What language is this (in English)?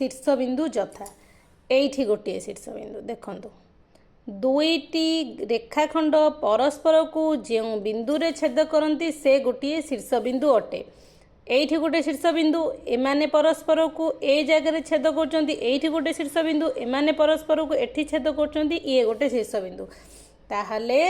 Odia